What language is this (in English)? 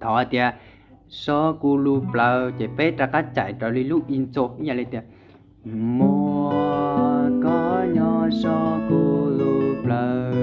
Hmong